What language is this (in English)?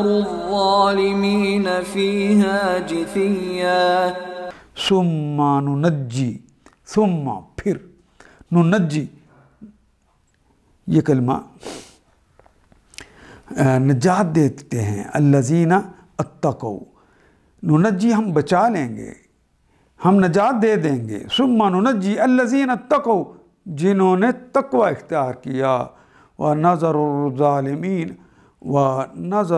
Urdu